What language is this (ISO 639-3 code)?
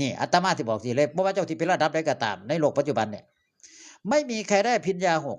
tts